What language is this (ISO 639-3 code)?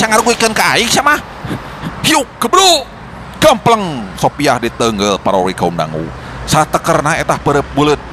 sun